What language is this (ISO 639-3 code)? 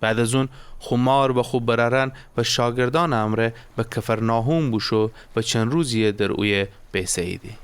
glk